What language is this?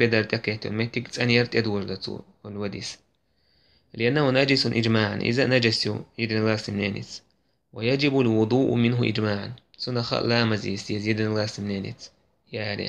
Chechen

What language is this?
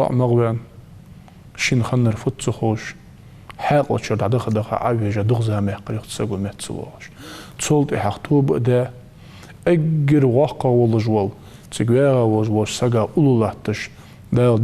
Ingush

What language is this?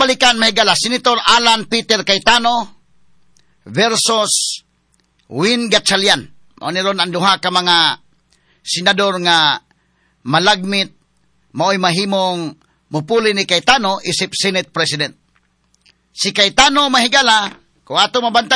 Cebuano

